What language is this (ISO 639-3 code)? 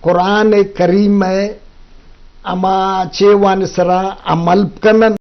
bgp